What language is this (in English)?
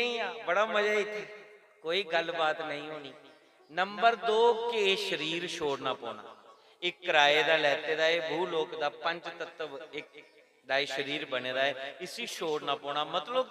Dogri